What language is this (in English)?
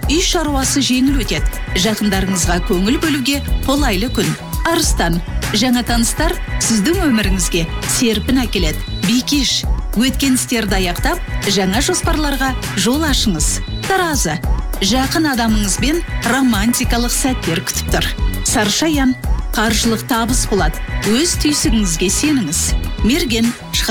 Kazakh